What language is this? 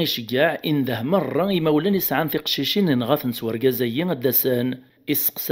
Kabyle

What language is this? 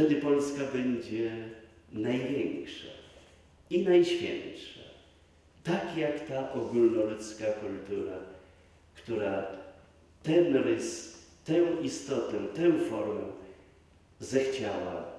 Polish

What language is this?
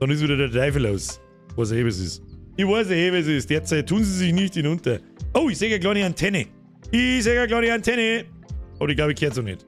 Bavarian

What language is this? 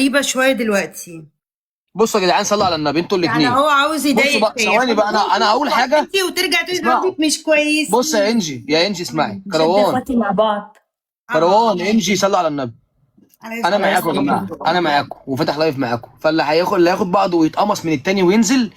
Egyptian Arabic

